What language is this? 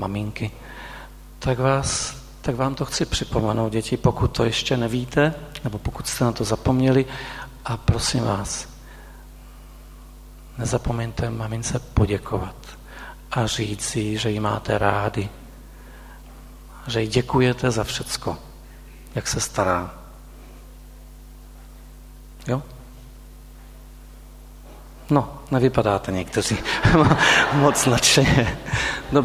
Czech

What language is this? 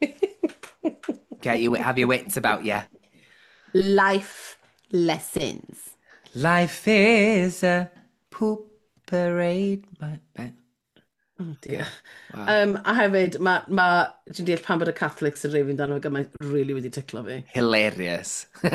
Welsh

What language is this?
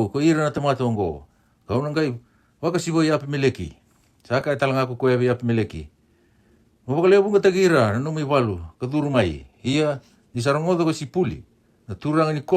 Fijian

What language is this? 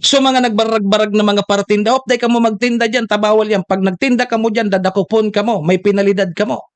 Bikol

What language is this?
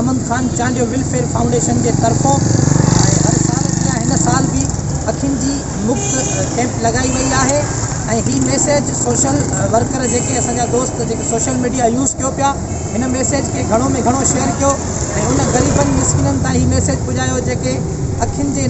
Sindhi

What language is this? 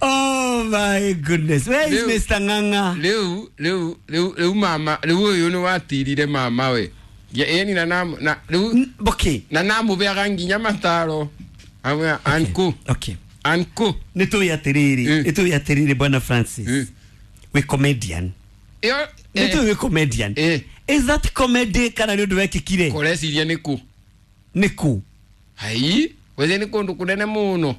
Kikuyu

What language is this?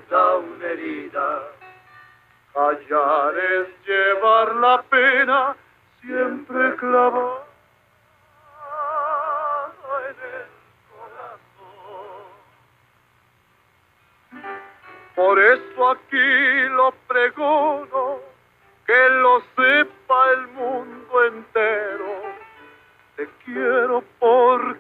Spanish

